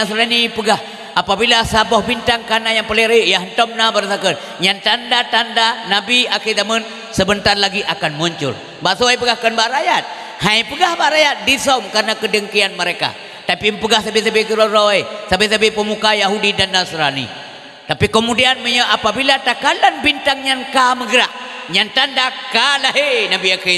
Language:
Achinese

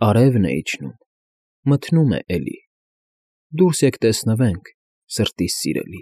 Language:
Armenian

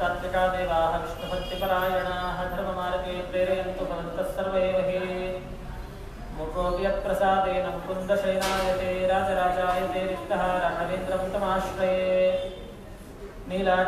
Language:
Kannada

